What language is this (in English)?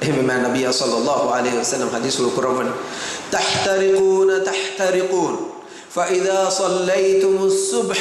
Divehi